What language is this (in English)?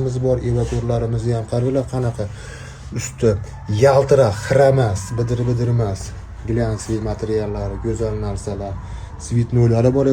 Uzbek